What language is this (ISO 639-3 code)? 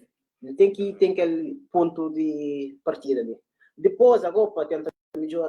kea